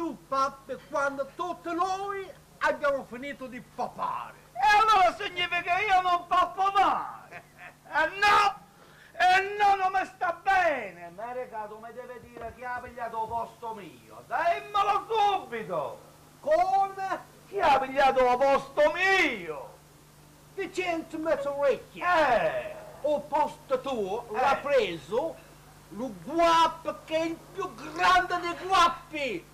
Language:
Neapolitan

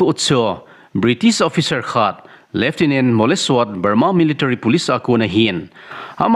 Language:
Thado Chin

